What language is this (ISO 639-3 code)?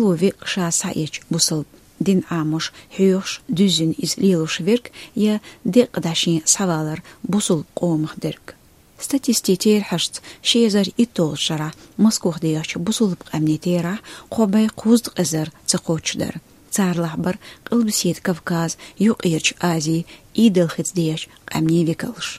che